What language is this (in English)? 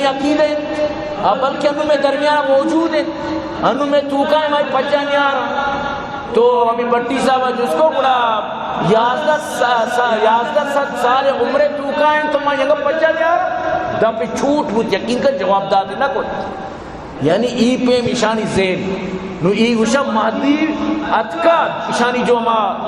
Eastern Balochi